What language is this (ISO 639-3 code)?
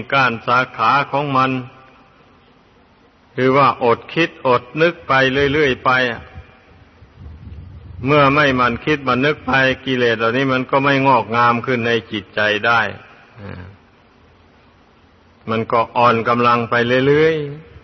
tha